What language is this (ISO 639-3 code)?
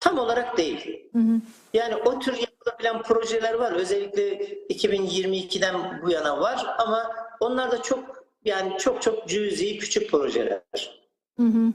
crh